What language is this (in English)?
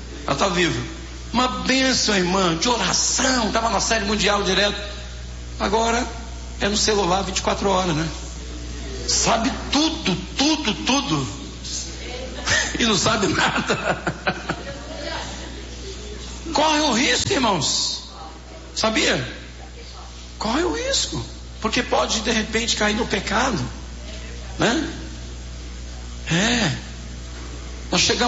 Portuguese